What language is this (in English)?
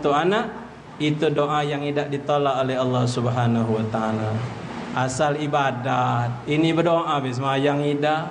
Musi